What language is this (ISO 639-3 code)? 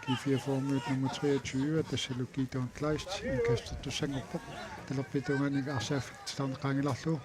kal